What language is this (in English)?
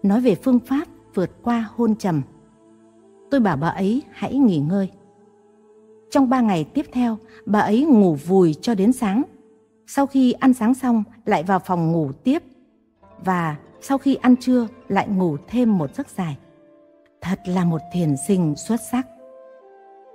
Vietnamese